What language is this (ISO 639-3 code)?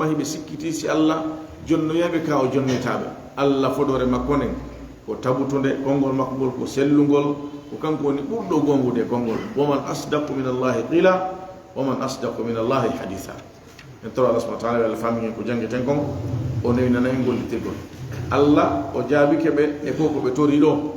ful